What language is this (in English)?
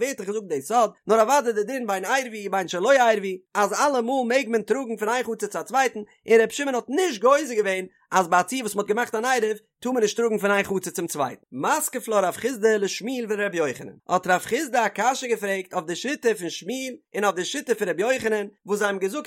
Yiddish